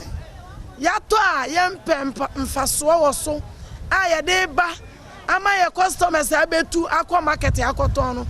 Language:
Akan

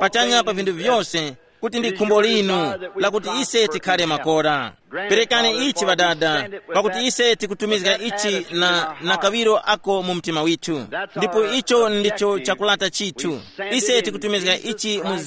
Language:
Tumbuka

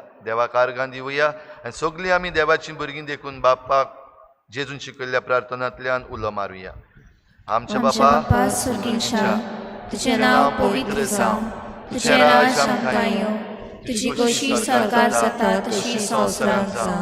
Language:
Konkani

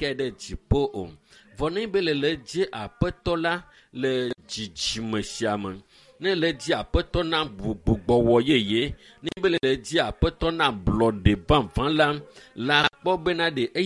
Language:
Ewe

